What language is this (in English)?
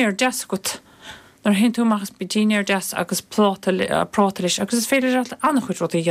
Irish